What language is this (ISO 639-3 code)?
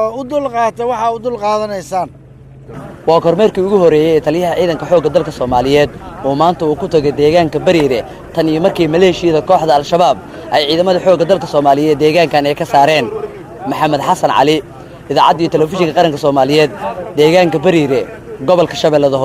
som